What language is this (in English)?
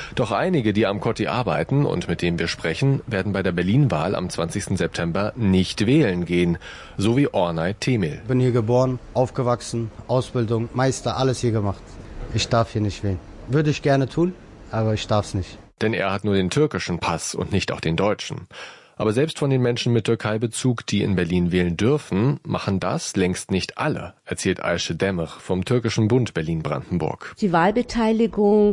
German